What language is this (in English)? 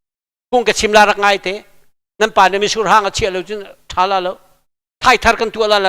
Hakha Chin